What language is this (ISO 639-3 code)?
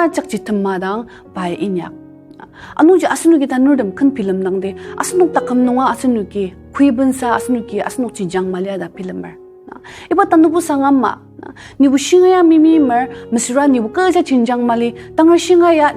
njo